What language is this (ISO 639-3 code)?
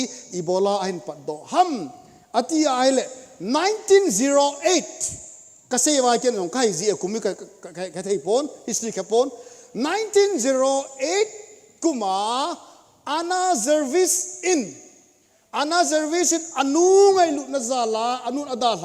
tcz